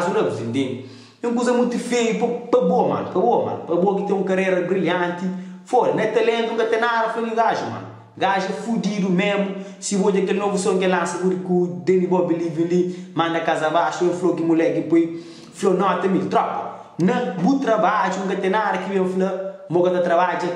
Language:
Kabuverdianu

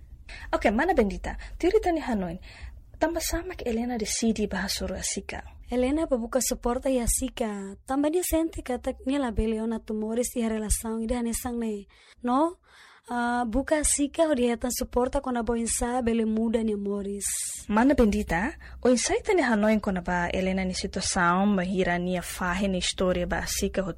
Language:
Tetum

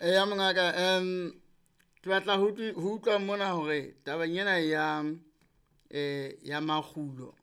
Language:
Southern Sotho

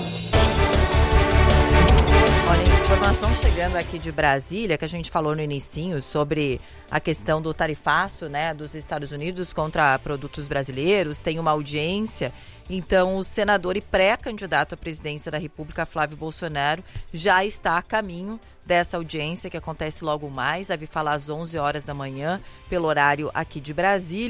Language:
Portuguese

